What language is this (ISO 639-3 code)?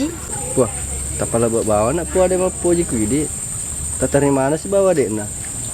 bug